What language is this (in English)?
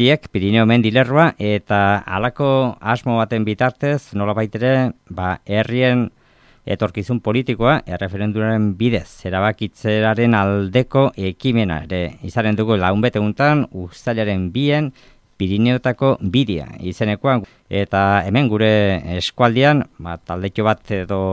Basque